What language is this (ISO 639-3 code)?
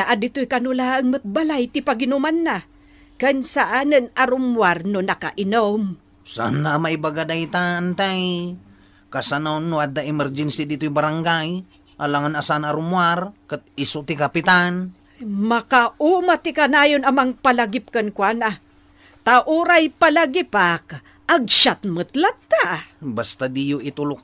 ilo